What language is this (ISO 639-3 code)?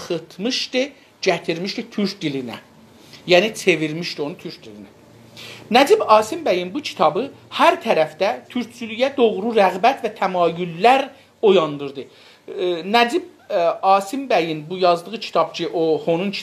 azb